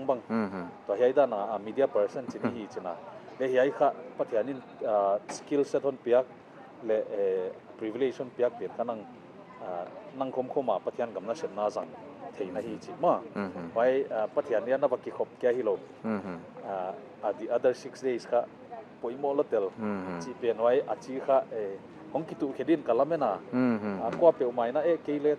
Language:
Paite Chin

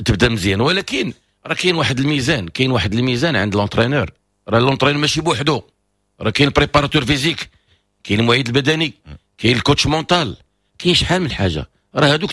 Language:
Moroccan Arabic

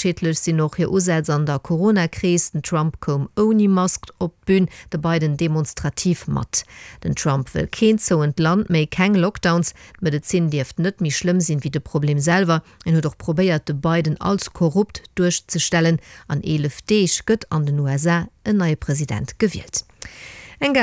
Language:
Luxembourgish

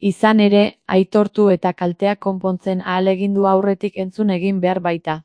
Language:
Basque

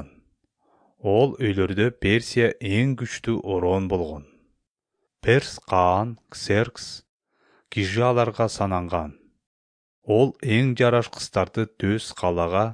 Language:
Kyrgyz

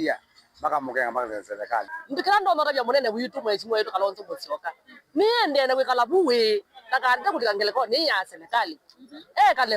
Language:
Kamba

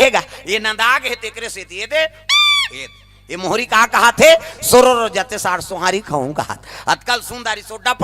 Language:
Chhattisgarhi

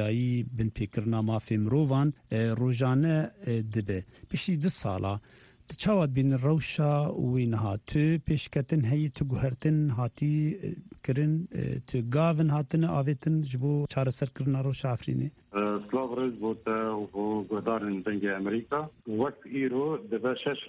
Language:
Kurdish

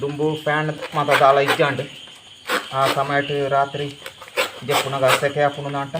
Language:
Tulu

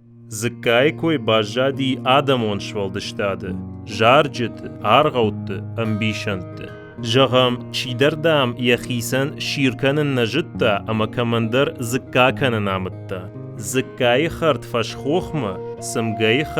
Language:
Ossetic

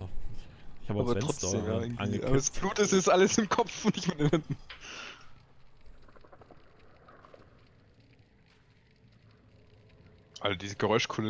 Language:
German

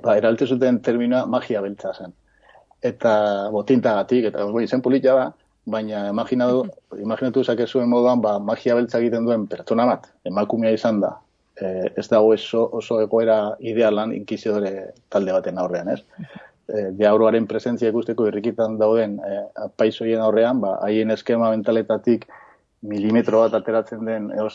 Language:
Basque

